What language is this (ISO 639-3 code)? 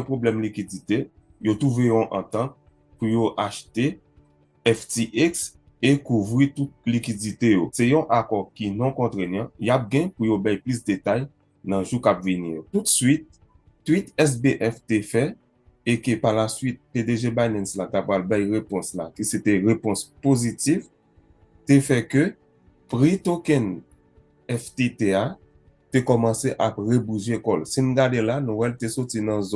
hat